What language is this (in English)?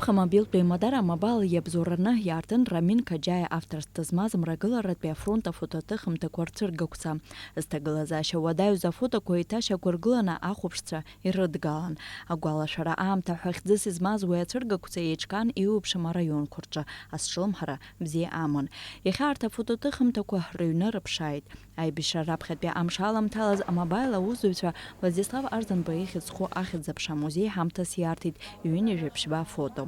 Abkhazian